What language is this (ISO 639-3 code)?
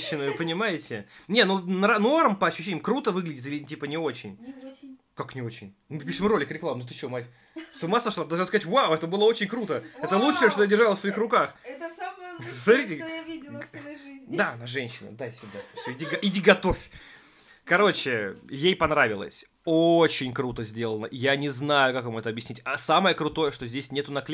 rus